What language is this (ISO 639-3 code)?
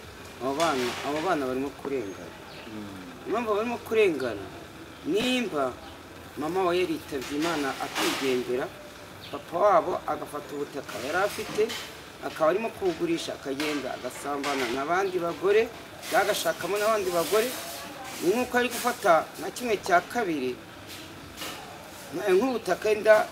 kin